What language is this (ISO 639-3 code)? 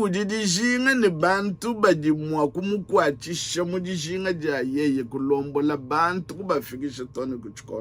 lua